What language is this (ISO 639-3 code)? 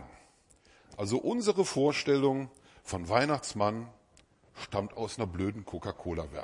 deu